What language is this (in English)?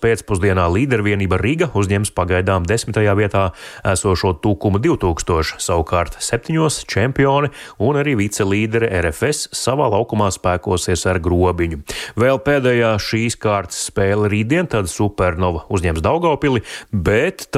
Latvian